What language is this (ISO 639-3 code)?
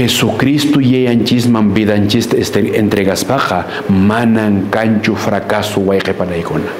que